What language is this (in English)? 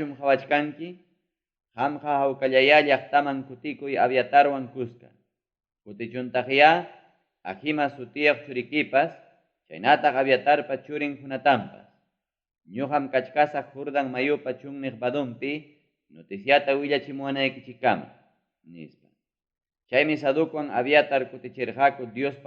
Ayacucho Quechua